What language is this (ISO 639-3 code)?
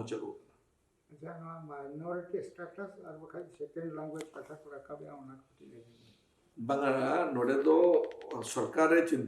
sat